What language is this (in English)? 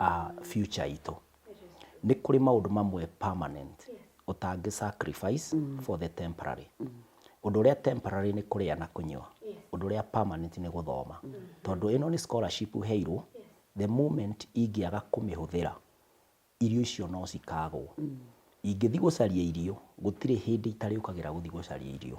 Kikuyu